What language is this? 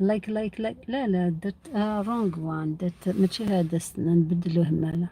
Algerian Arabic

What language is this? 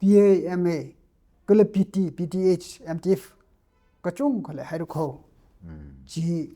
Tangkhul Naga (India)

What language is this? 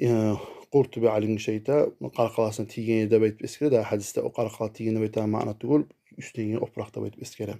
Kumyk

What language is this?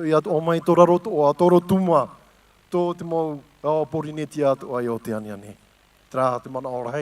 Tahitian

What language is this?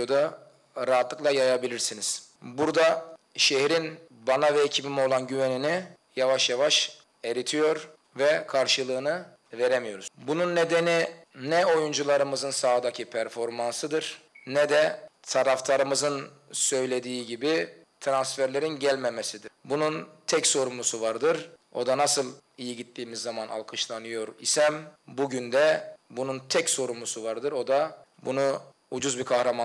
Turkish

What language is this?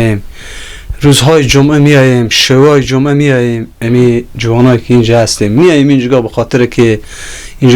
Persian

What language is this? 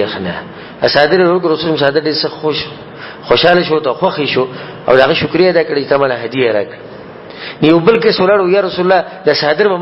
Pashto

